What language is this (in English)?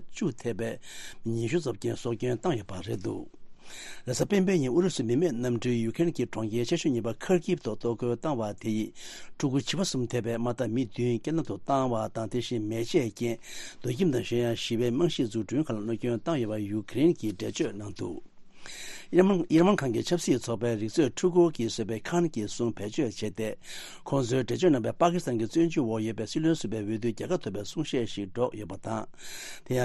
Tibetan